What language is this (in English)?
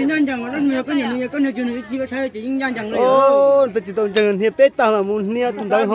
Hmong